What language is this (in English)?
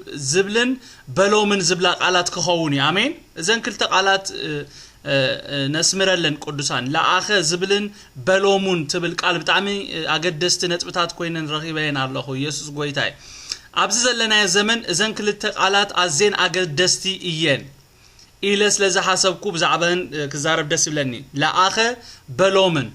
Tigrinya